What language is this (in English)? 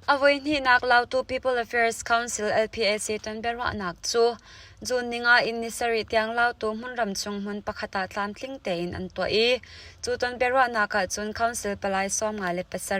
Hakha Chin